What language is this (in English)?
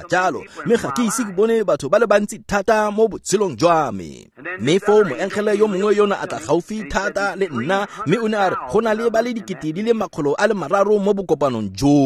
Tswana